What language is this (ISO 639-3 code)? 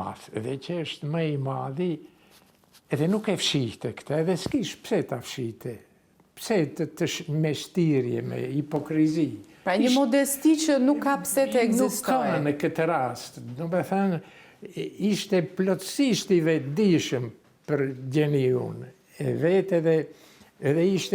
sqi